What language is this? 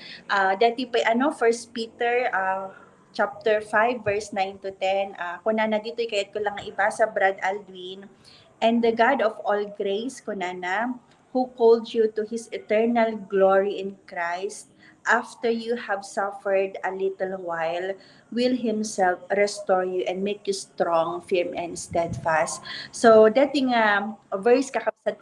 Iloko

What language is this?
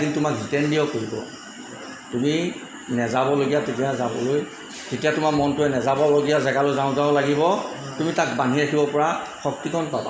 Assamese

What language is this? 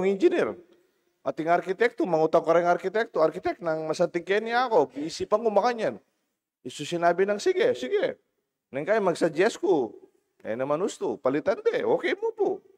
Pampanga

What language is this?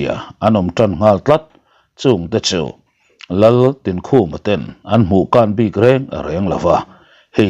Mizo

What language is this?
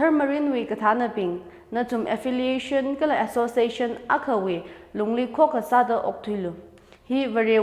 Tangkhul Naga (India)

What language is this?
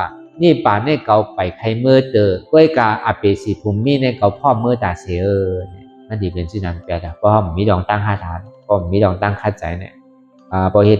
Shan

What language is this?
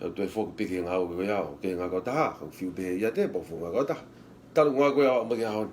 Tongan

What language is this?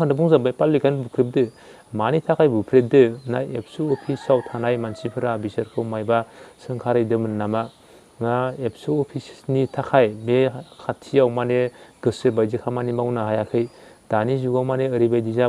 Bodo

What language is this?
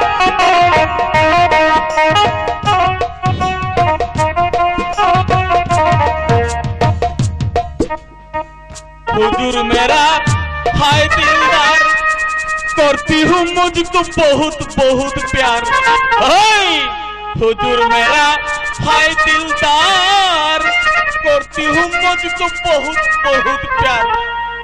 Bangla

